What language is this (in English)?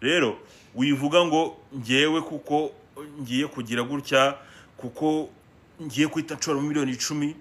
Kinyarwanda